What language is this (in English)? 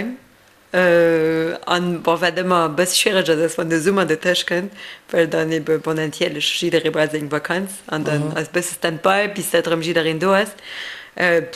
Luxembourgish